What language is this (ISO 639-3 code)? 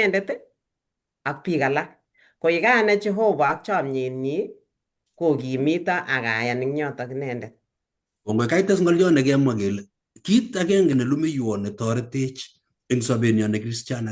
kln